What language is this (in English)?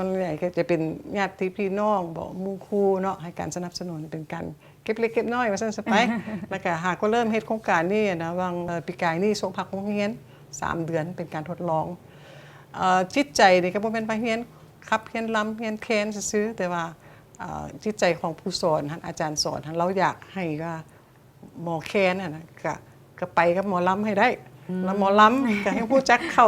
Lao